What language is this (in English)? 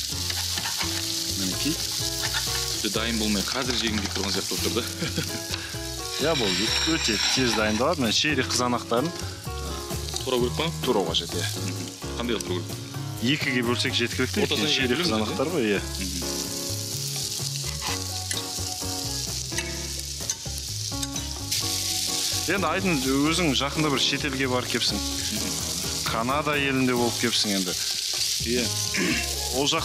Kazakh